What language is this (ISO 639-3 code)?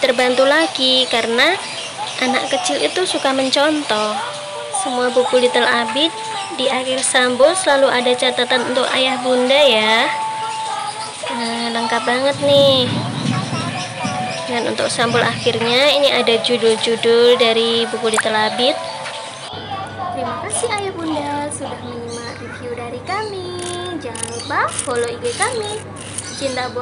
ind